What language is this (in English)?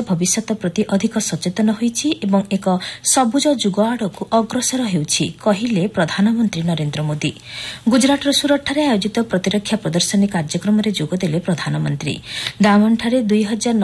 Odia